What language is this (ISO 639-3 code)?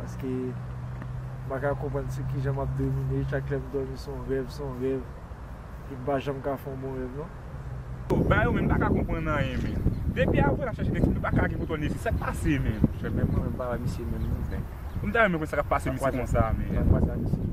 hat